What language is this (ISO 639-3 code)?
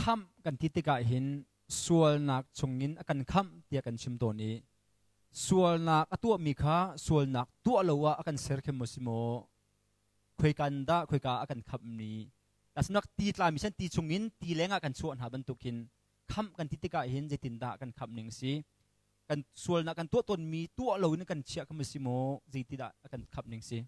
cnh